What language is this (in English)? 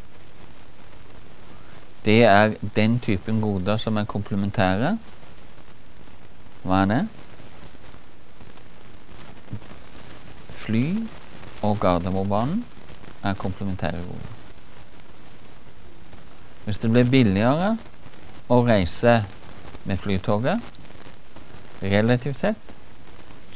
Norwegian